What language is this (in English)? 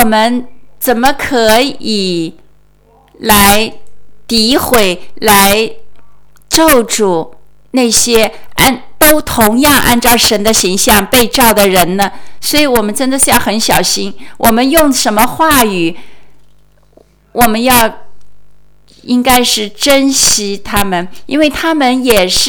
Chinese